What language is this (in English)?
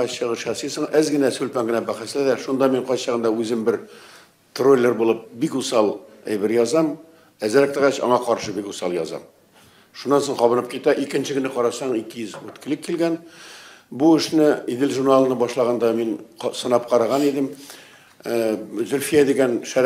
Tatar